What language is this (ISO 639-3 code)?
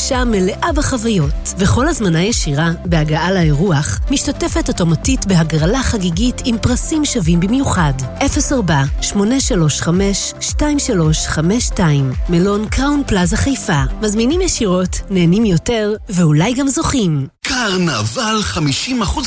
heb